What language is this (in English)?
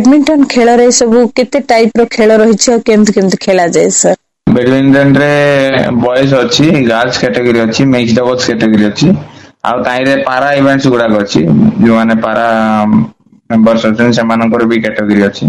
Odia